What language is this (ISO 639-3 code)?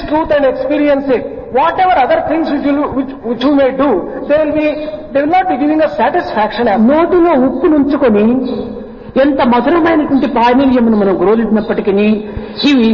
tel